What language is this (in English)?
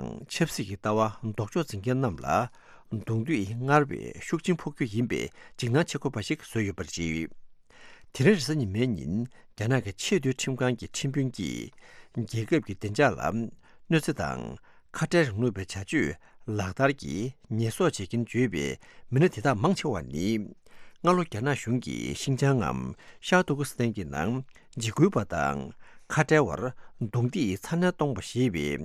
Tibetan